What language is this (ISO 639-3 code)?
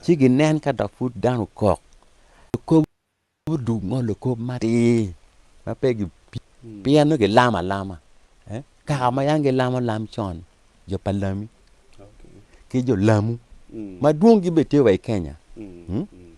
ach